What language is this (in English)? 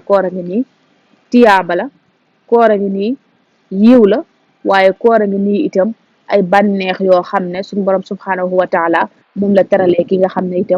Wolof